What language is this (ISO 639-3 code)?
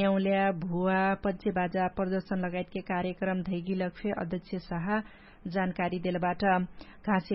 thl